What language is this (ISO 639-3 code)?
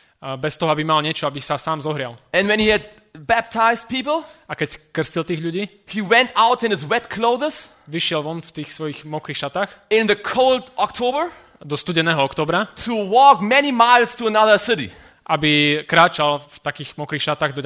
slk